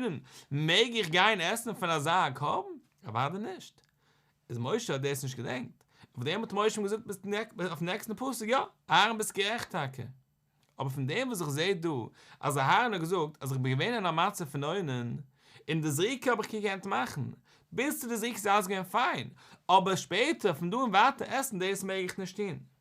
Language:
Yiddish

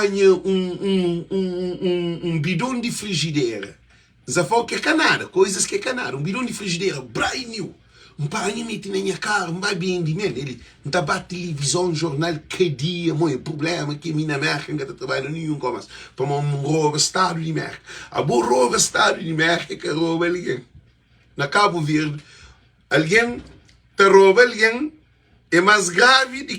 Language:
Kabuverdianu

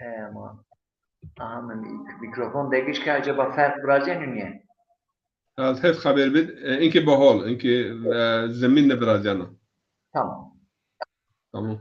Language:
Zaza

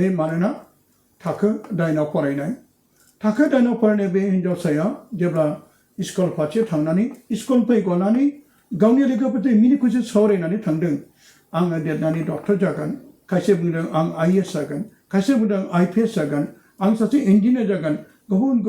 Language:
Bodo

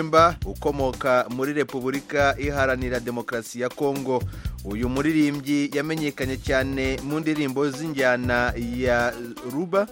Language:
Kinyarwanda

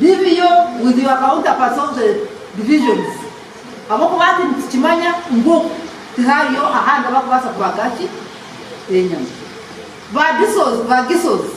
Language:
Nyankole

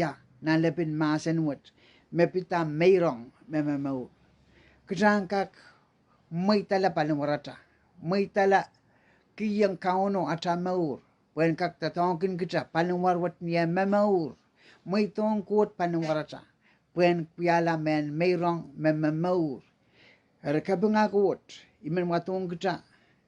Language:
Pohnpeian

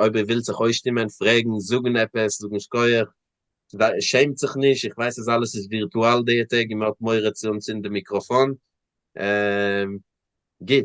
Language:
Yiddish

